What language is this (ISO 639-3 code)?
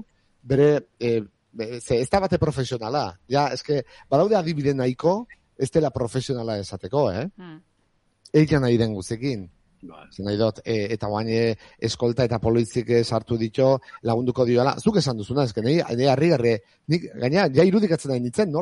eus